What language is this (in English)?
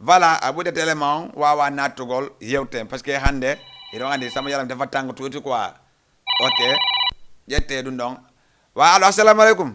Fula